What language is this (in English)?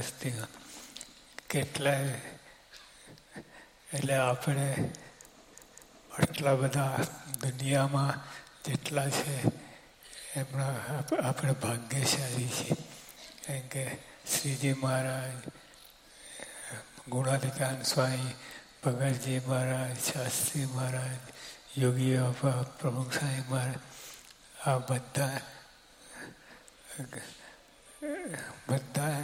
Gujarati